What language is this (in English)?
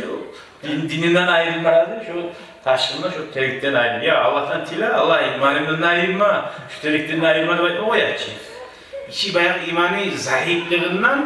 Kumyk